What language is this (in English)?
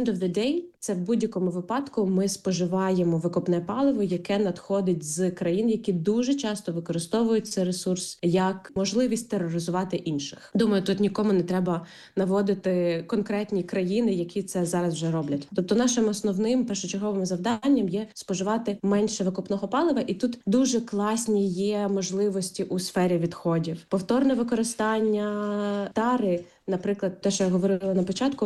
Ukrainian